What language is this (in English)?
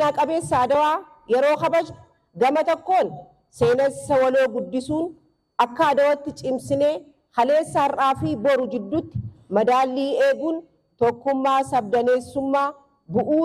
Oromo